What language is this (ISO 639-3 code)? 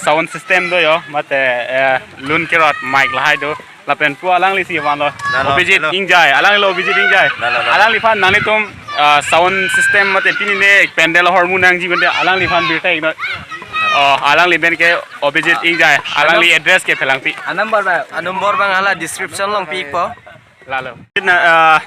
mjw